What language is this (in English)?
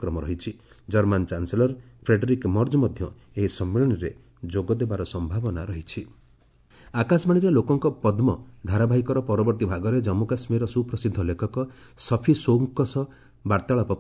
Odia